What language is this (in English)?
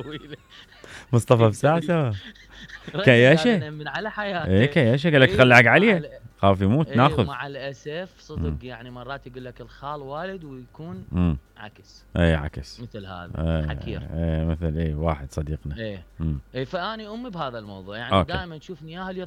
Mesopotamian Arabic